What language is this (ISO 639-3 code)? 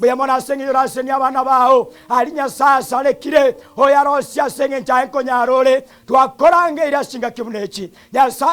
guz